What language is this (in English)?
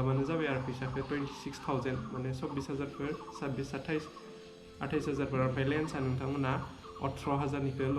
Bodo